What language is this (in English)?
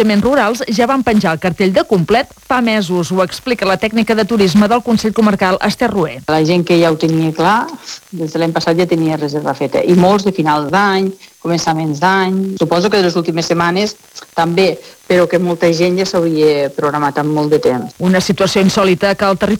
Catalan